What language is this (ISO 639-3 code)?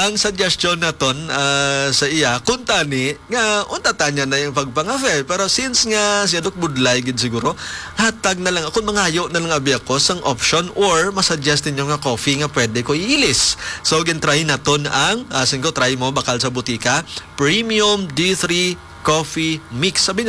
hil